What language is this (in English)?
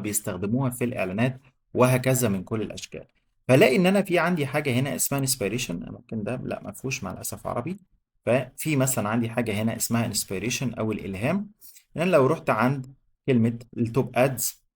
Egyptian Arabic